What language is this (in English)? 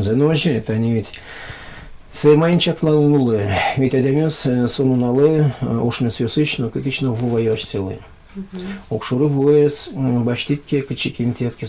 Udmurt